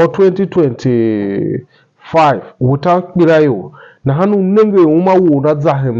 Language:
Tiv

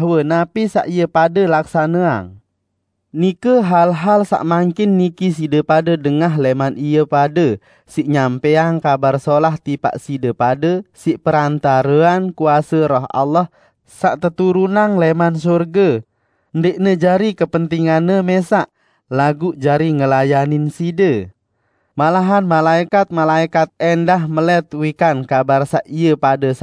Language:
Sasak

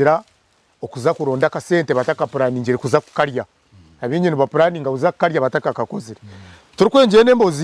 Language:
Nyankole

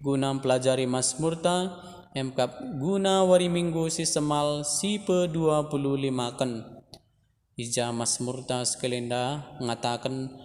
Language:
Batak Karo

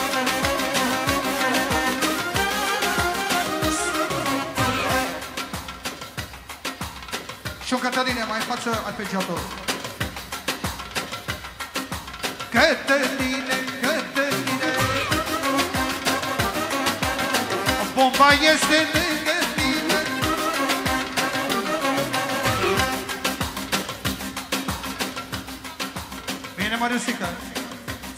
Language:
Romanian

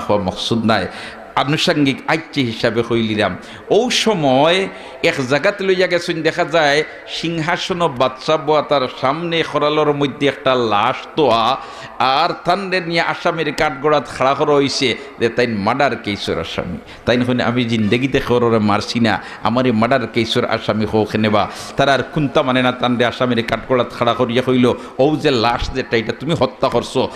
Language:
Sylheti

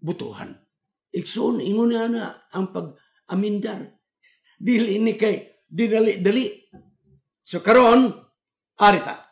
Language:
Cebuano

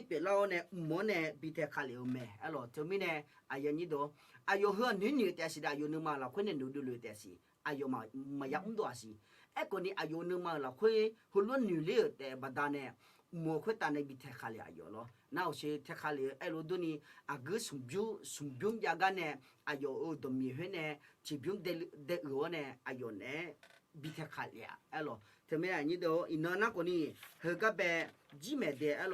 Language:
Akha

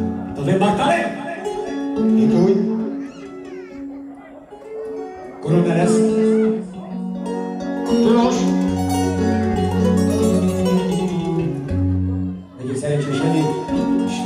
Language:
Hungarian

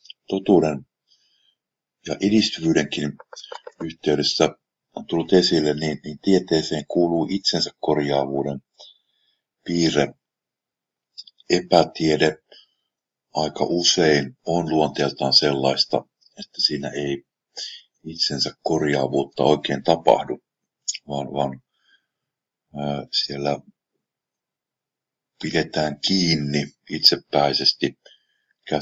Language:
Finnish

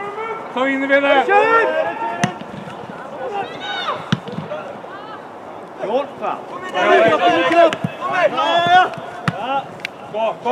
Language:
Norwegian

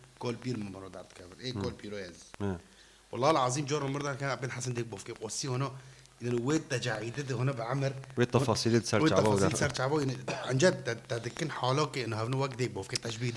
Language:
Kurdish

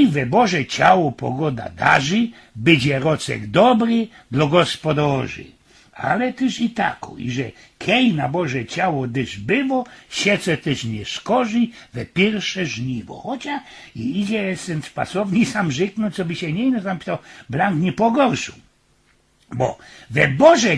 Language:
Silesian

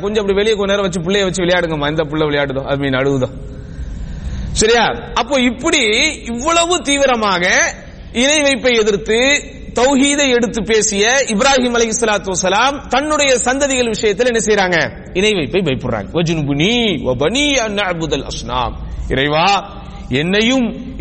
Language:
Tamil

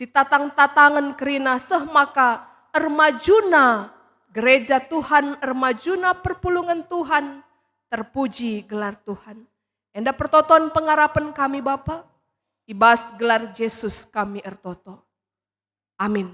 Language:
Batak Karo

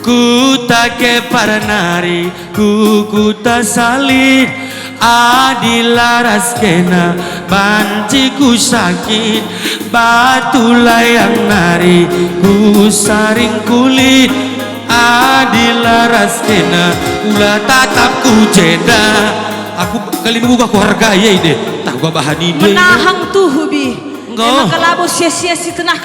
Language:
Batak Karo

